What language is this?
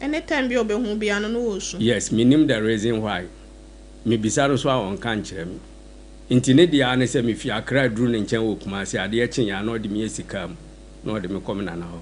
Akan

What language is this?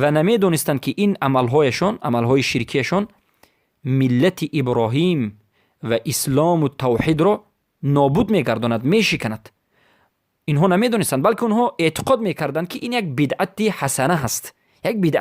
Persian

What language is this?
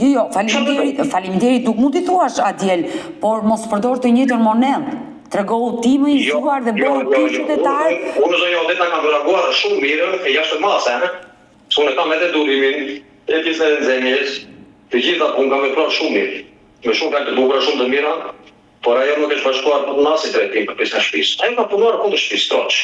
Albanian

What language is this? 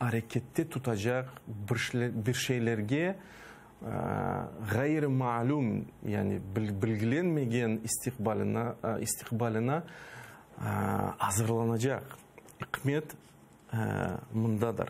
Crimean Tatar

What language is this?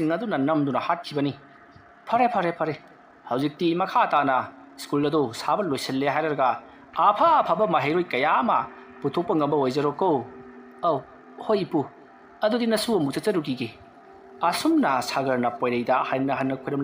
Manipuri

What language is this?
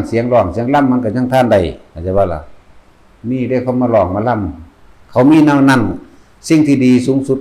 Northeastern Thai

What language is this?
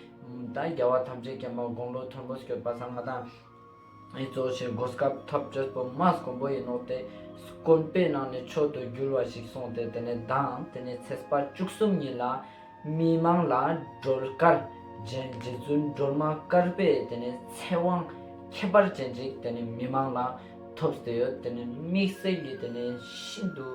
Ladakhi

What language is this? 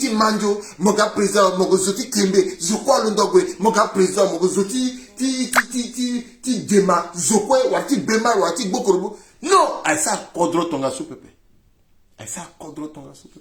Sango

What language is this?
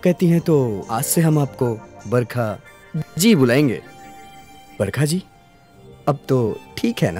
Hindi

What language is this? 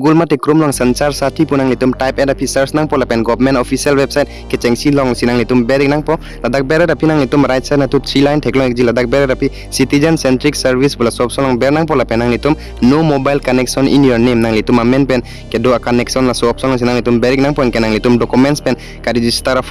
Karbi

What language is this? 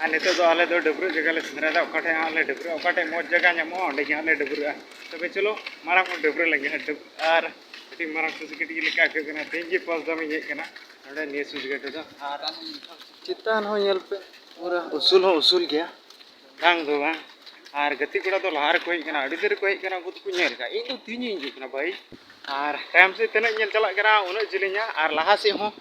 Santali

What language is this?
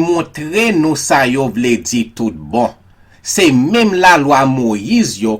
Haitian Creole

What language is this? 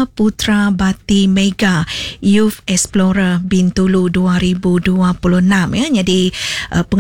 Iban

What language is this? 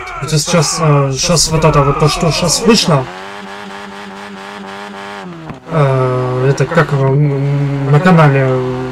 Russian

